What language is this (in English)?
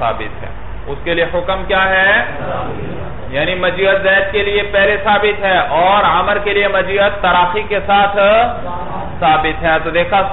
Urdu